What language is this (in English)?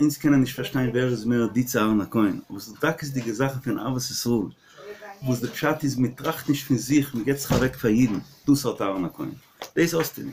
Yiddish